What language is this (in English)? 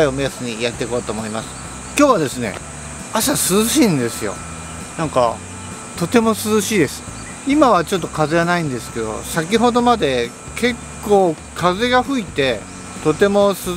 Japanese